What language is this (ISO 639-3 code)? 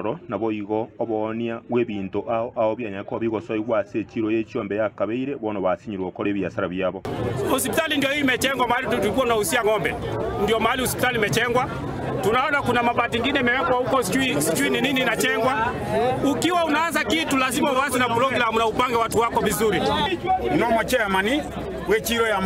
guz